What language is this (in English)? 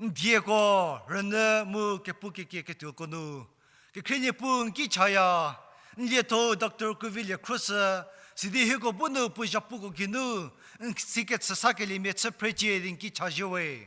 Angami Naga